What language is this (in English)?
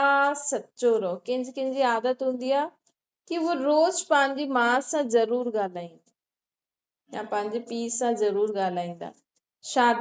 Sindhi